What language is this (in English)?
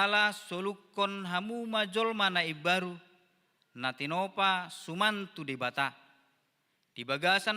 Batak Toba